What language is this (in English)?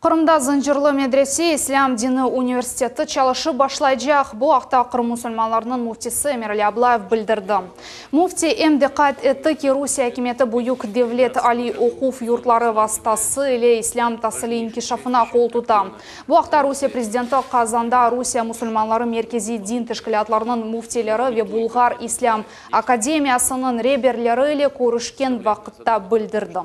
Crimean Tatar